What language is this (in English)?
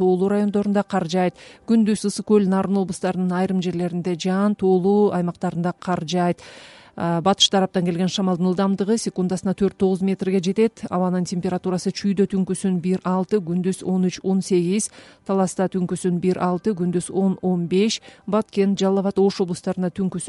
Kyrgyz